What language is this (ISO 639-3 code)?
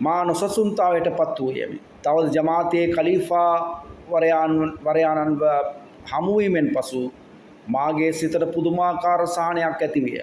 sin